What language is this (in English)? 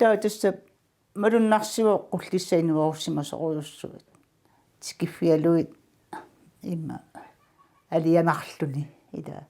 Kalaallisut